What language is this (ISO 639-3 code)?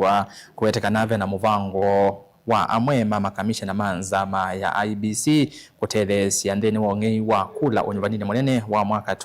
kam